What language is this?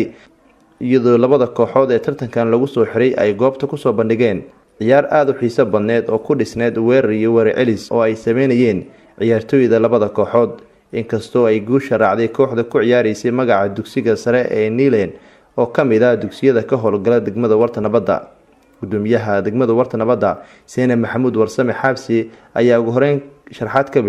Somali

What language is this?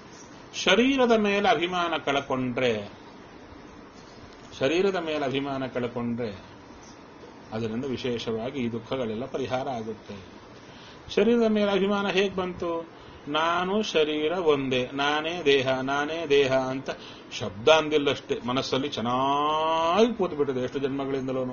Kannada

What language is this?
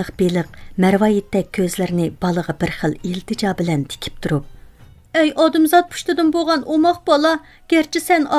Uyghur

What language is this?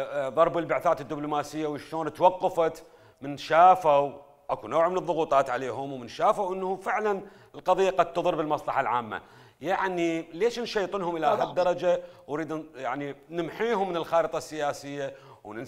Mesopotamian Arabic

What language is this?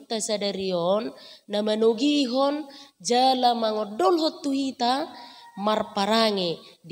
Batak Toba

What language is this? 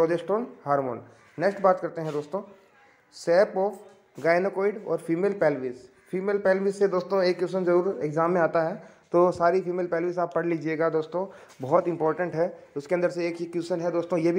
Hindi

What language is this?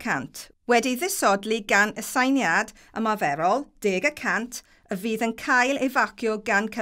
Welsh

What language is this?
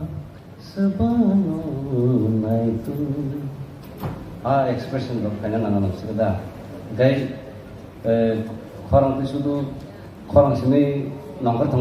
Kok Borok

